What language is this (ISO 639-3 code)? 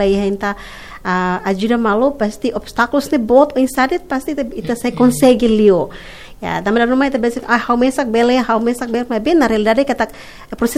tet